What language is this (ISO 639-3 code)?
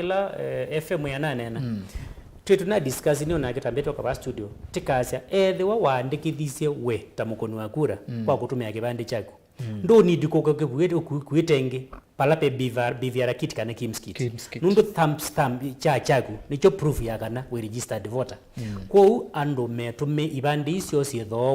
kam